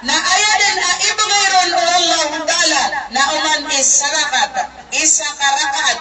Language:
Maranao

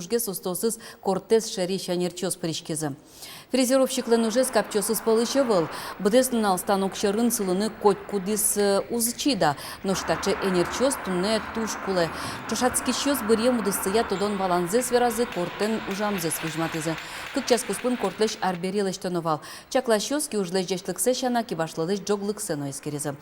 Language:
Udmurt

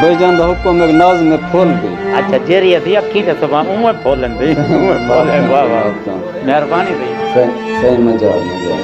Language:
Saraiki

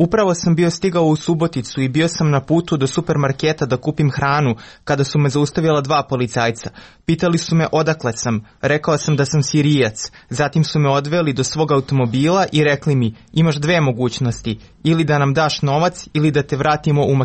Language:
Croatian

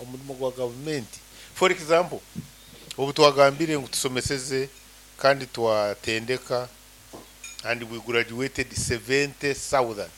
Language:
Nyankole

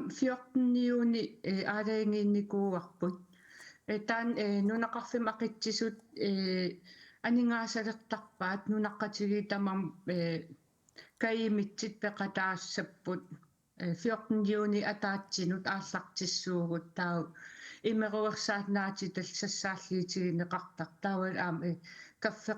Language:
Kalaallisut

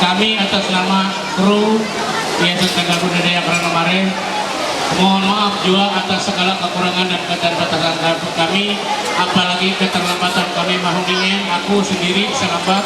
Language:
Ma'anyan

